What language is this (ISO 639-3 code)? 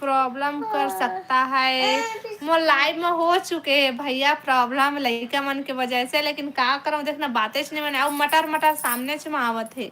hne